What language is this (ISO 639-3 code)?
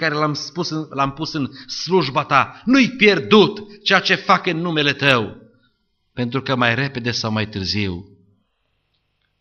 ron